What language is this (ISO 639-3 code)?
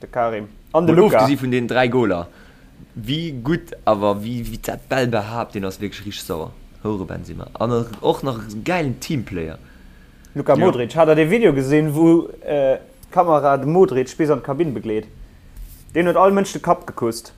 ltz